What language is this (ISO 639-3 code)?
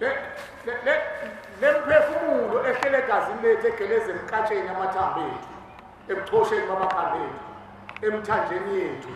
zul